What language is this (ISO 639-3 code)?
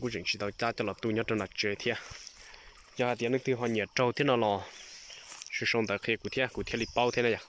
hmn